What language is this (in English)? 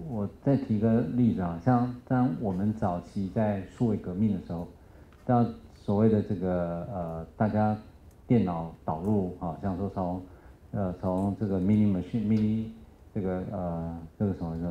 Chinese